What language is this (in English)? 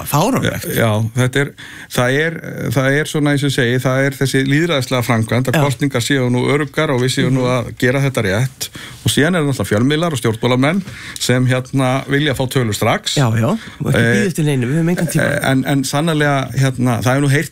Icelandic